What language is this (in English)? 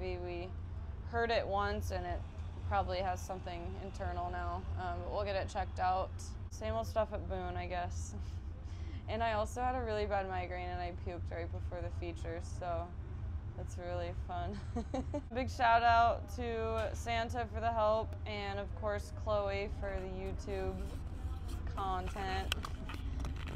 English